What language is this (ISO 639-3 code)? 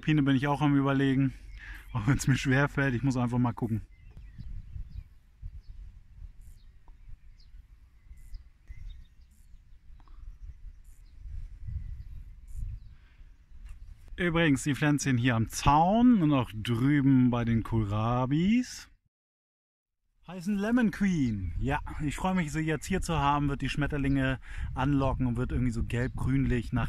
deu